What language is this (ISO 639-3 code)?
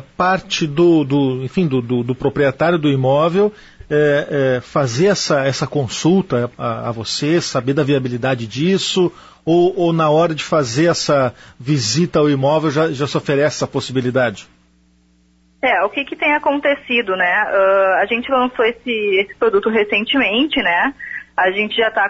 por